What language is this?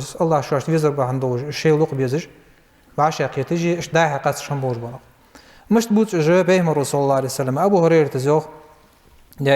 Ingush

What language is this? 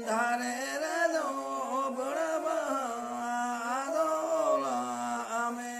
Santali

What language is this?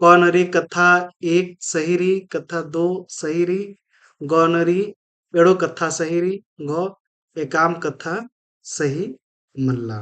Kurukh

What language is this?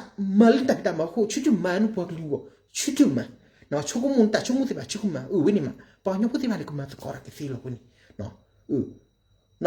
S'gaw Karen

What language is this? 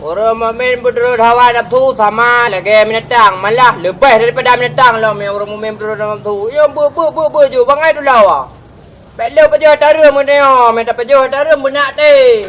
Achinese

